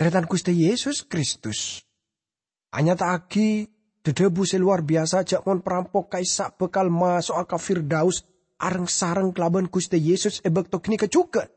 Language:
Madurese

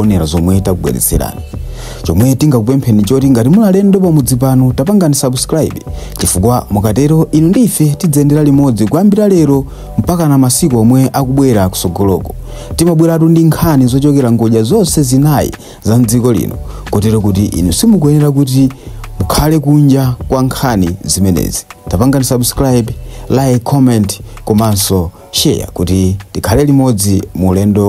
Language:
Nyanja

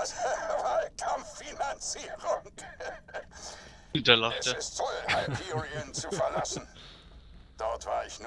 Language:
German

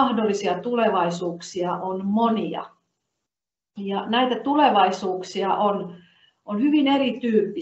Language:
Finnish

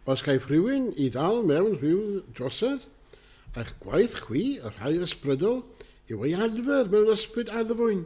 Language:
Welsh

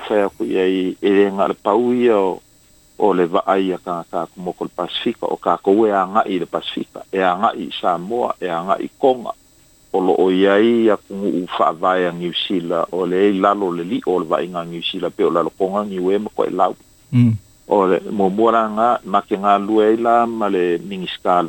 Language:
Samoan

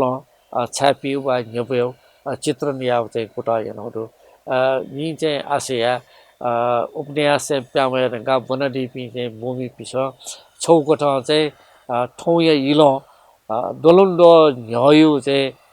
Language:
Newari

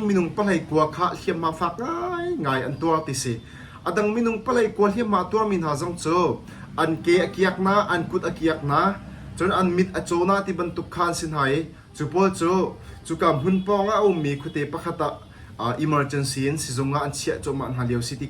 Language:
Hakha Chin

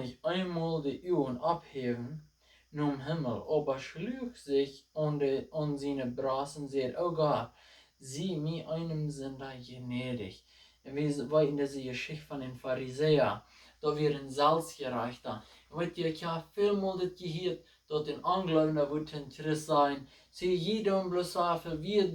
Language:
Plautdietsch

